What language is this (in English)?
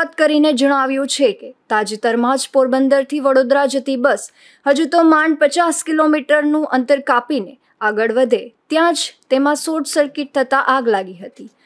Gujarati